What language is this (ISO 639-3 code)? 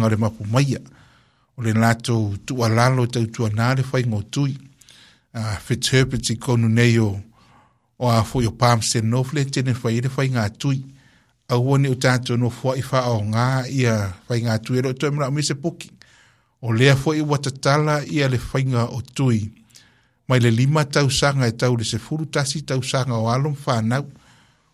smo